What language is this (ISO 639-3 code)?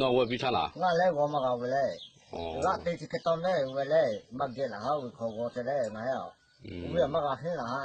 lhu